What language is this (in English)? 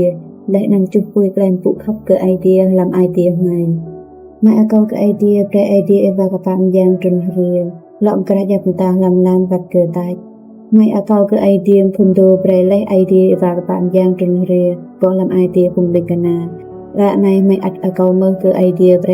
Rade